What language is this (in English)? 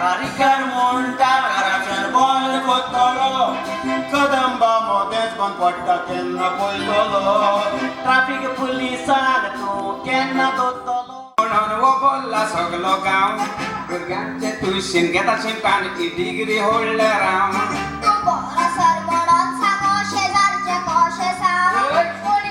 Konkani